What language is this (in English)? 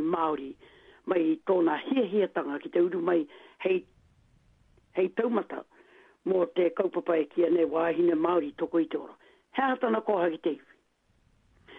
Māori